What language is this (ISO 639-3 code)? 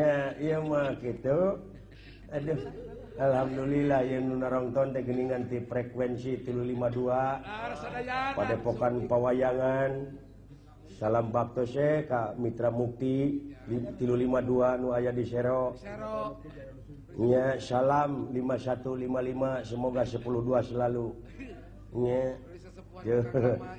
sun